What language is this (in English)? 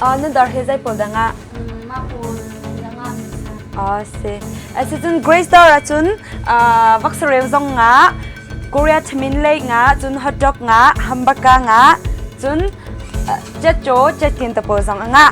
Hakha Chin